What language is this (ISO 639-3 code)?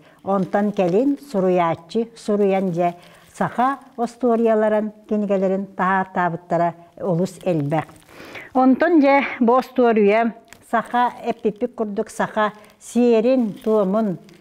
sah